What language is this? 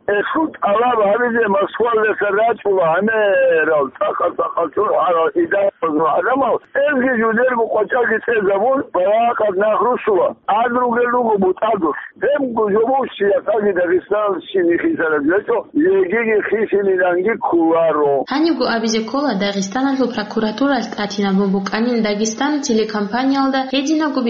Avaric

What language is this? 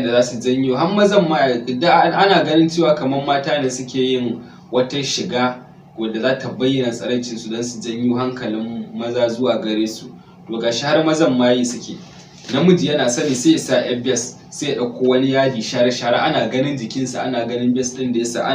Hausa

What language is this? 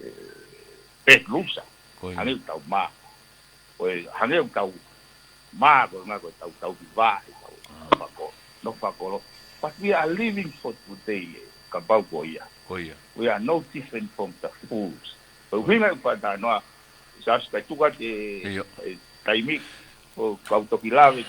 Tongan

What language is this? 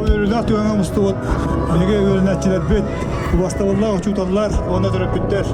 Yakut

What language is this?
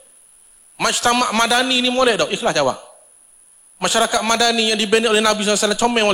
Malay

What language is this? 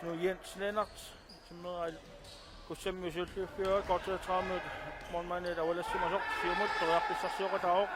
Kalaallisut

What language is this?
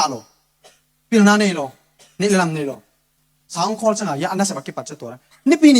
Tedim Chin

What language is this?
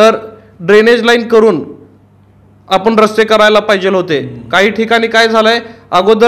Marathi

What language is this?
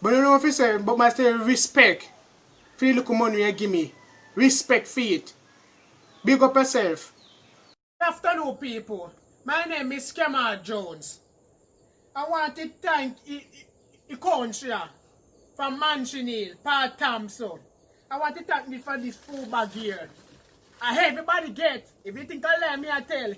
Jamaican Creole English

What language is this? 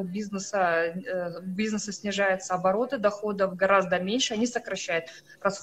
Russian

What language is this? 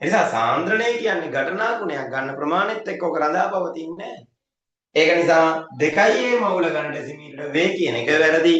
Sinhala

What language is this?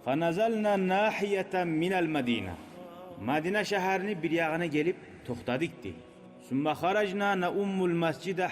Kumyk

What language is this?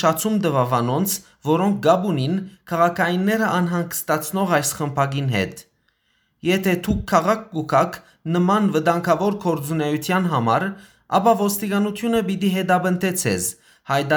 Western Armenian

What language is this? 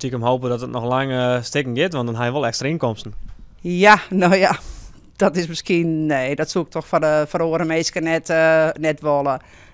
Western Frisian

